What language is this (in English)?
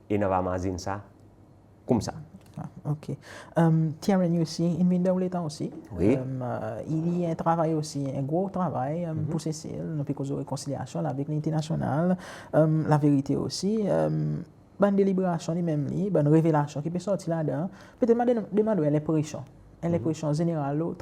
Seselwa Creole French